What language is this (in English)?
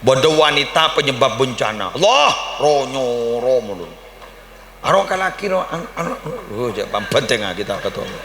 Madurese